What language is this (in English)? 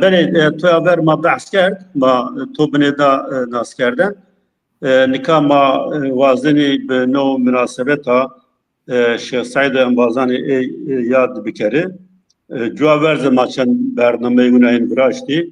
Zaza